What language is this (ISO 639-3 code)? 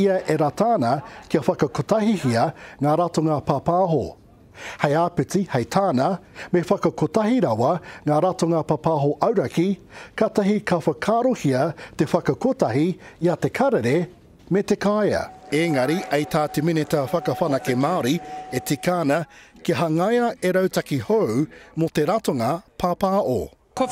mri